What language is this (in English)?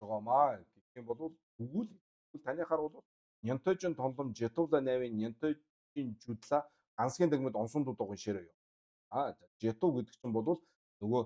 Mongolian